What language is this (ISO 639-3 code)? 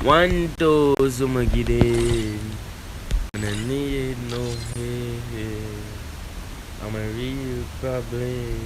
jam